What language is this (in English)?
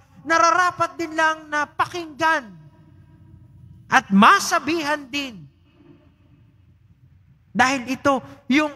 Filipino